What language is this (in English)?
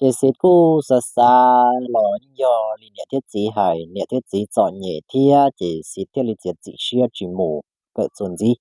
Hmong